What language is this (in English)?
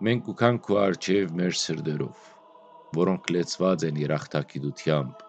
Western Armenian